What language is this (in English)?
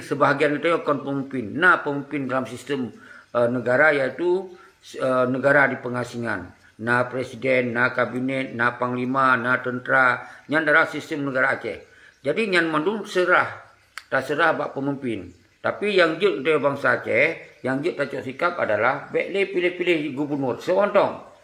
Achinese